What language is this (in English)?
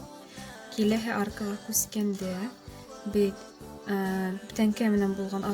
Bashkir